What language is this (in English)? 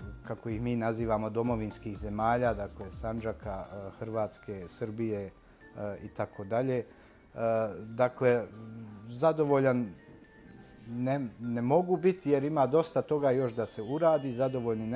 Bosnian